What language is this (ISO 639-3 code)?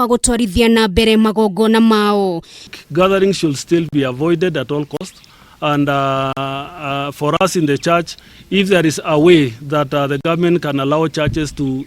kik